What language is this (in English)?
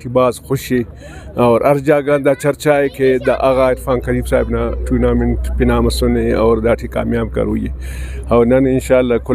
Brahui